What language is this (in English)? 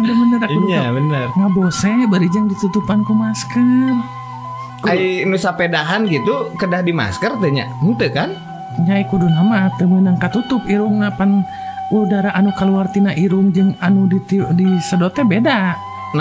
Sundanese